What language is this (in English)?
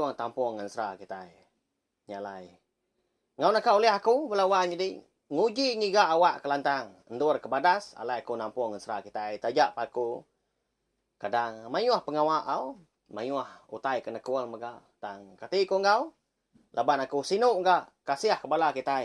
Iban